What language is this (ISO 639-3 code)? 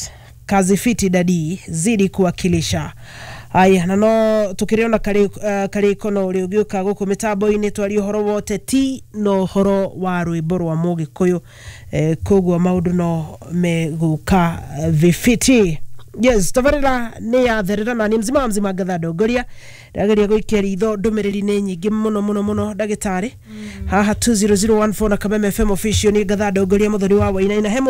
kik